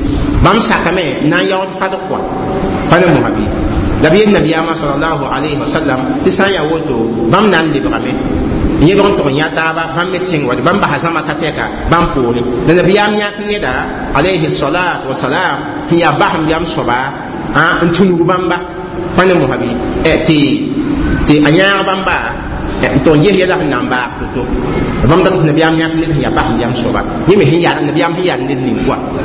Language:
Mossi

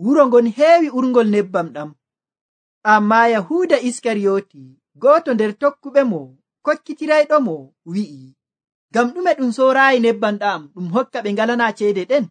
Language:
Nigerian Fulfulde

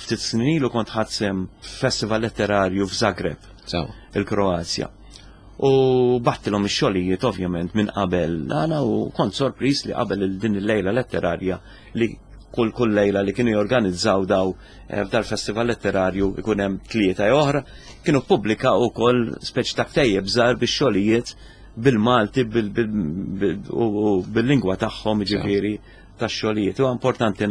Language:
Maltese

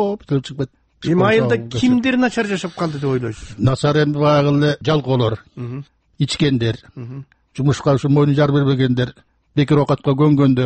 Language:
Kyrgyz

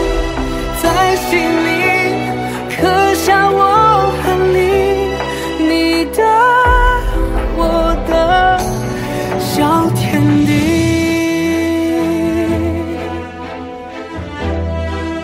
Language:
Chinese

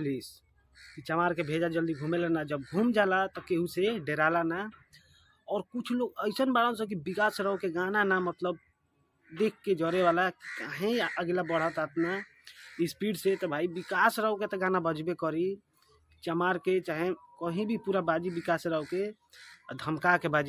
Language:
Bhojpuri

